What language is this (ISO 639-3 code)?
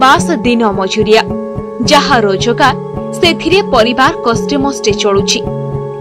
ori